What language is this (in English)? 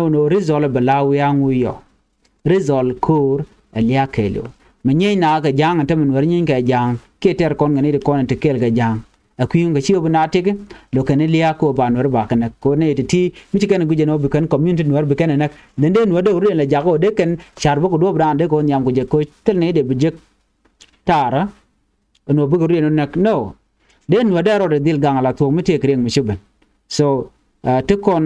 Nuer